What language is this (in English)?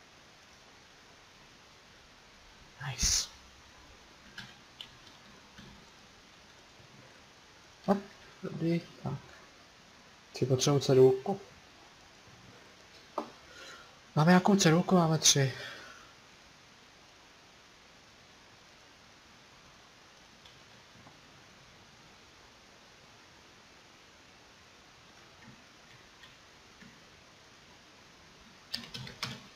Czech